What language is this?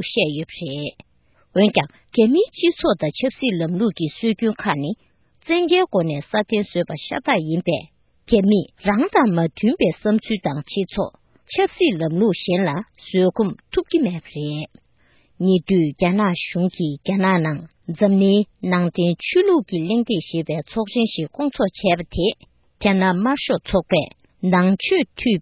Tibetan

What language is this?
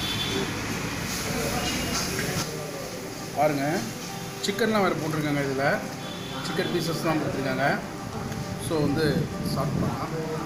Tamil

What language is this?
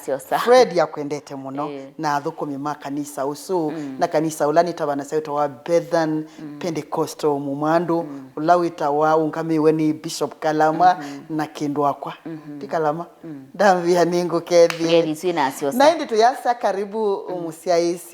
Kamba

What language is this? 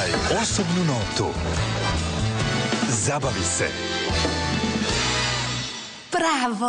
Croatian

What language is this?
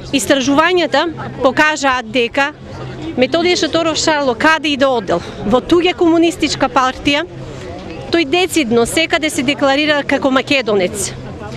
Macedonian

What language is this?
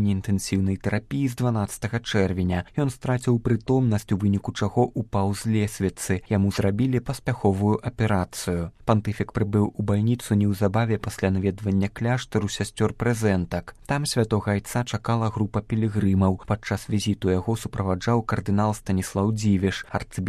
Belarusian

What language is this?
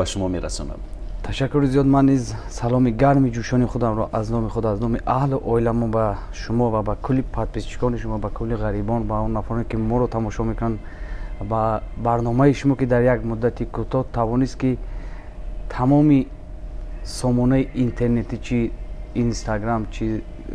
Tajik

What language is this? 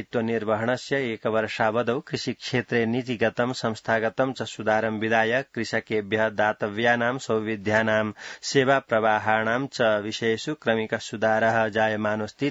Sanskrit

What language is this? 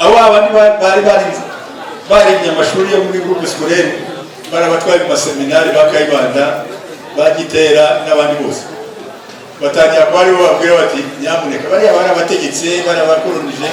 Kinyarwanda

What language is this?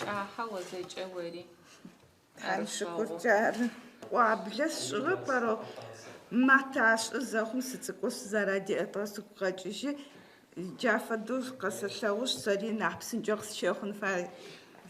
Adyghe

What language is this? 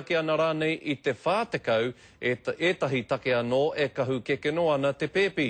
Māori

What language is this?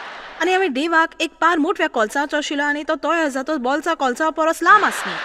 Konkani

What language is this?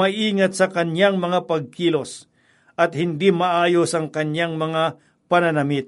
Filipino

